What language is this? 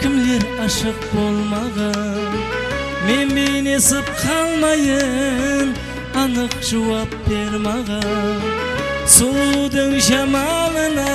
Kara-Kalpak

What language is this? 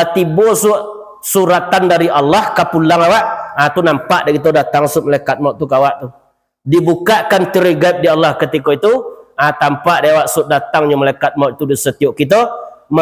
Minangkabau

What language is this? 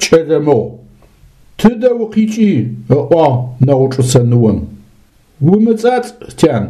Adyghe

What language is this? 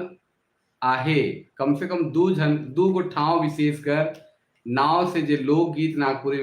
Sadri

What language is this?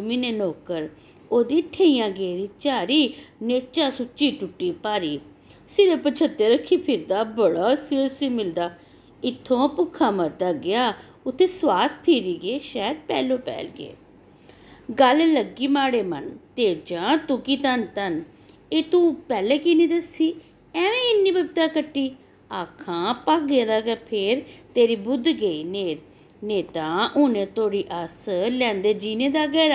Dogri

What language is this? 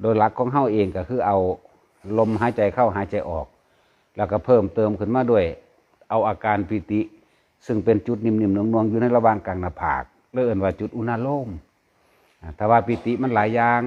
Lao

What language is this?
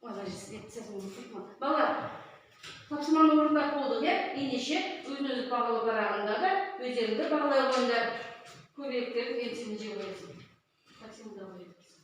Kazakh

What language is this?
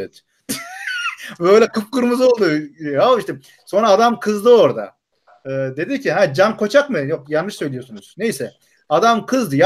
Turkish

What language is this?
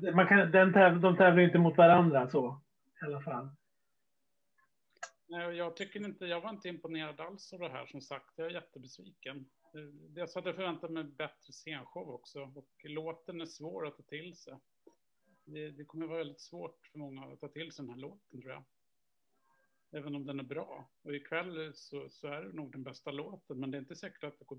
Swedish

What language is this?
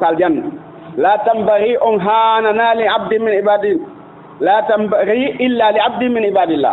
Fula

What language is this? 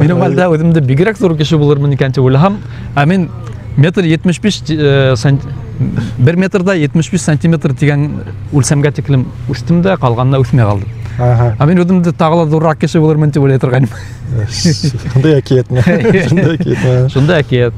Bashkir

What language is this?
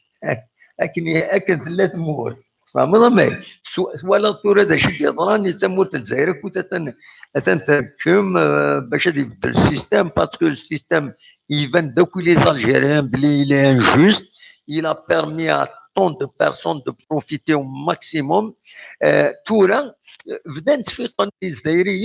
Kabyle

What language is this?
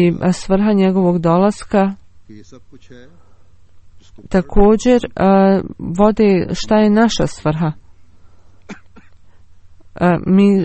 Bosnian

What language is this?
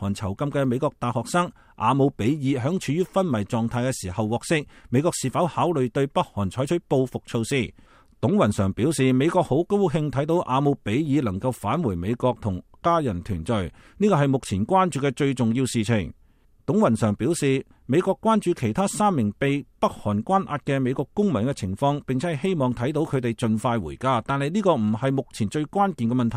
Cantonese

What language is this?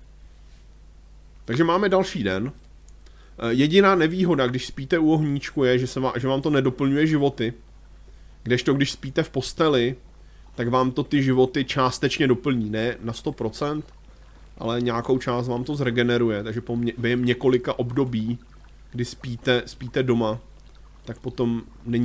Czech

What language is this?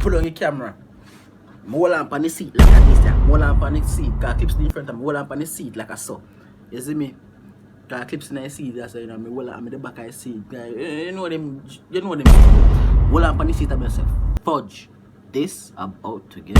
Jamaican Creole English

